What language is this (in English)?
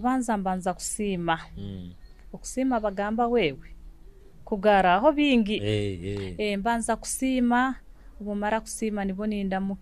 Nyoro